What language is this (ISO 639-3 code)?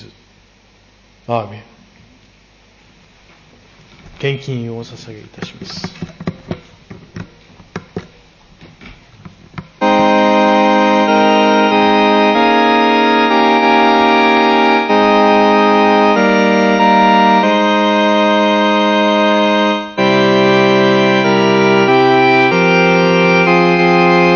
jpn